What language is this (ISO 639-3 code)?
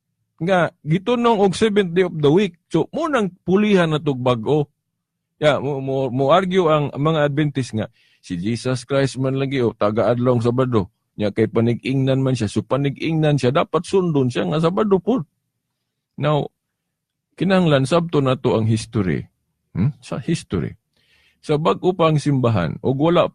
ceb